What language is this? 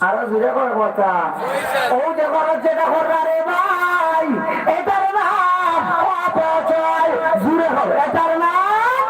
Sylheti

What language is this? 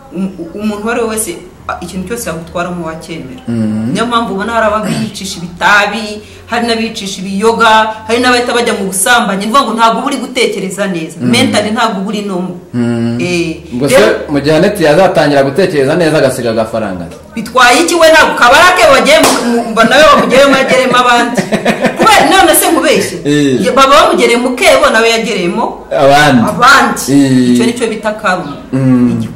Kinyarwanda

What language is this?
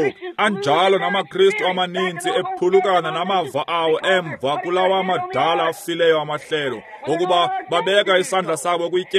Xhosa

